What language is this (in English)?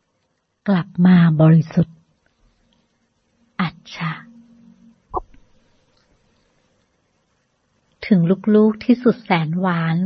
Thai